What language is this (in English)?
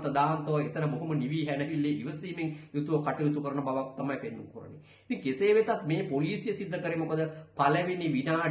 Sinhala